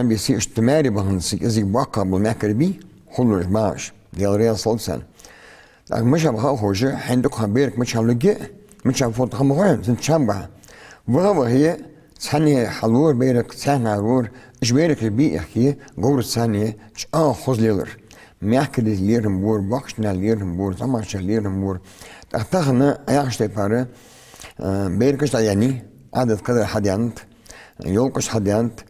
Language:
Ingush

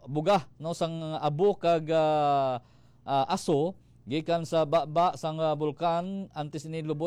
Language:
Hiligaynon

